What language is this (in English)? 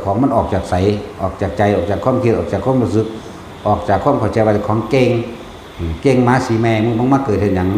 Northeastern Thai